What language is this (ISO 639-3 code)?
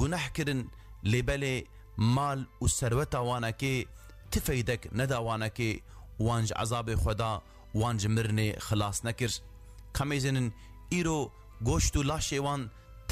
kur